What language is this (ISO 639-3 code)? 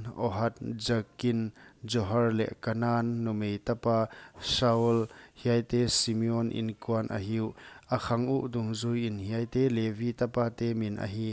pck